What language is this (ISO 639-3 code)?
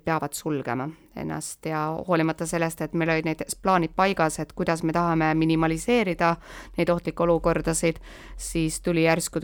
est